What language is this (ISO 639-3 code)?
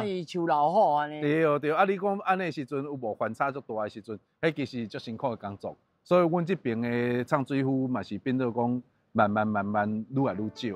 nan